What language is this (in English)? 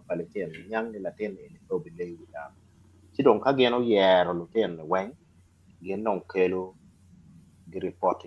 Acoli